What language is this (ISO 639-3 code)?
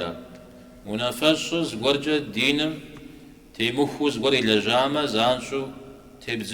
kbd